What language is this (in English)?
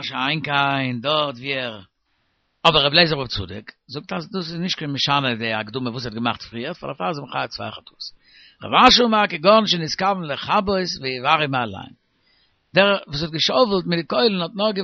Yiddish